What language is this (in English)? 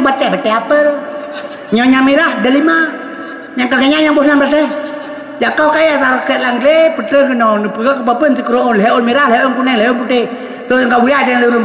Achinese